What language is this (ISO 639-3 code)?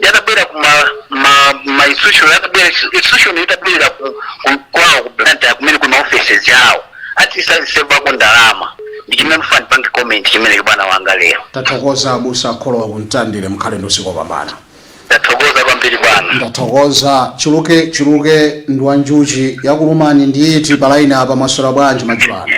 nya